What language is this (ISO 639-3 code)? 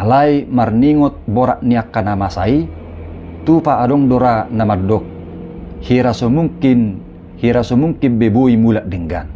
bbc